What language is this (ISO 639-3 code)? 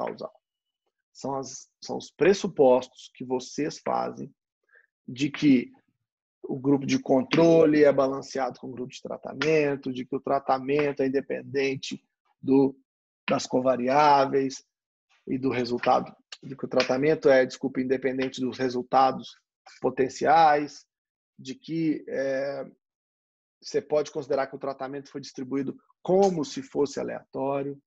por